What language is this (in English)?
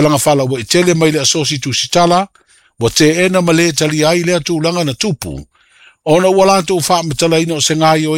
Samoan